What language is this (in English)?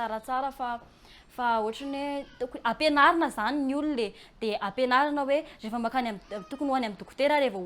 Malagasy